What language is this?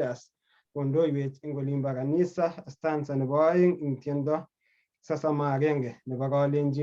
Kalenjin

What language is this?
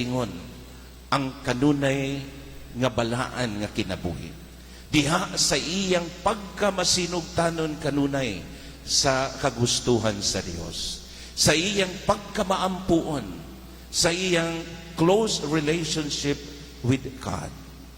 Cebuano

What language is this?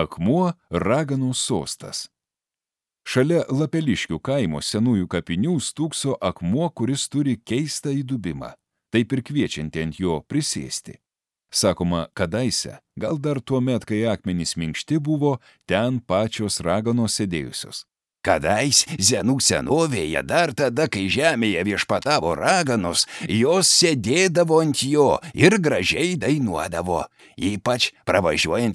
Lithuanian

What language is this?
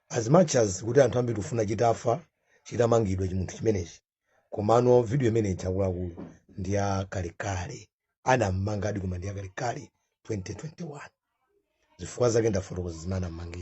Nyanja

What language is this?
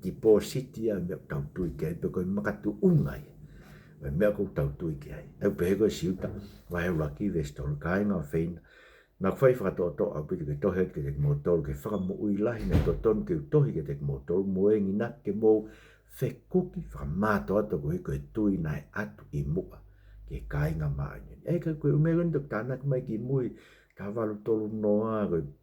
Tongan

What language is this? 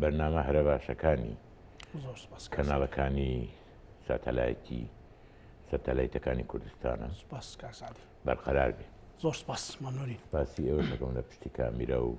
Central Kurdish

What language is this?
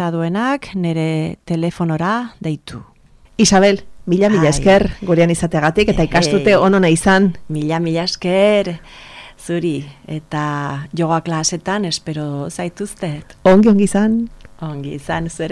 Basque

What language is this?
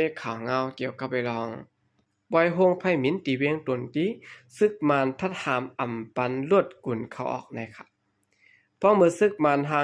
Shan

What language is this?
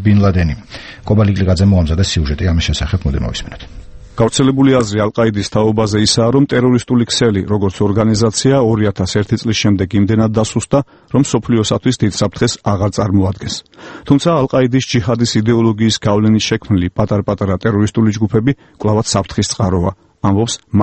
Georgian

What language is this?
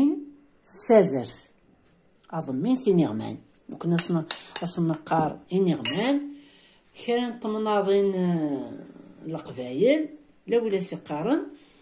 Kabyle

